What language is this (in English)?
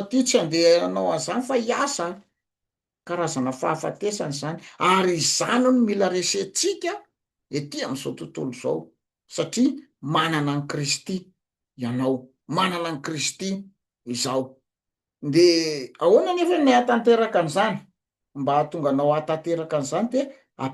Malagasy